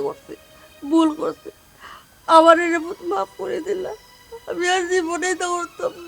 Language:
Sylheti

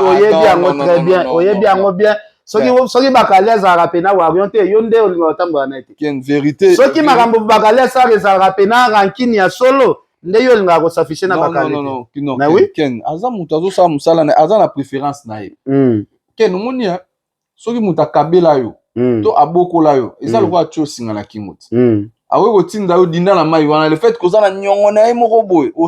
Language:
Lingala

